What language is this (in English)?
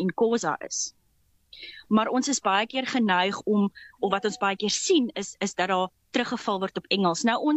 Afrikaans